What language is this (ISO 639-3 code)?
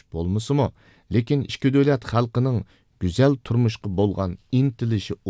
uig